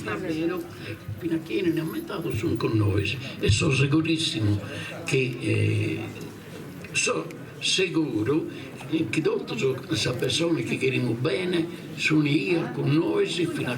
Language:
Sardinian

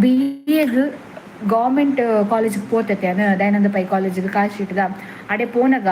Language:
Tulu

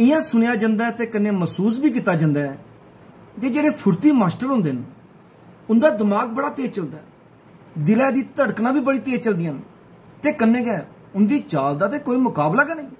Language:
Dogri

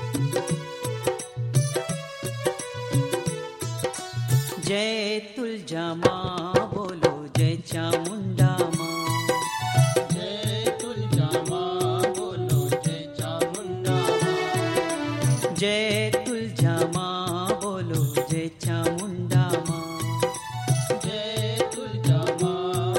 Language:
Hindi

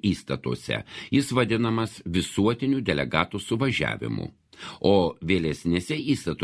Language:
Lithuanian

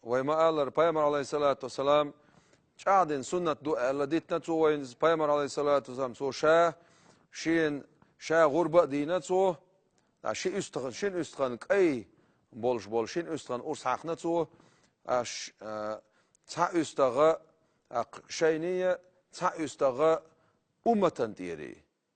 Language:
Chechen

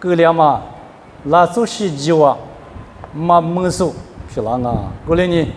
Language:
Lisu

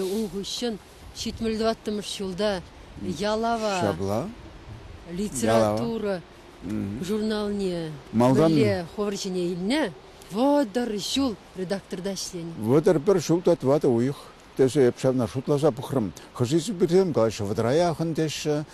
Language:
Chuvash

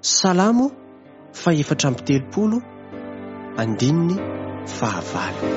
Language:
Malagasy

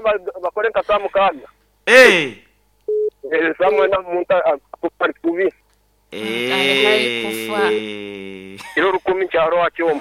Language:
Nyoro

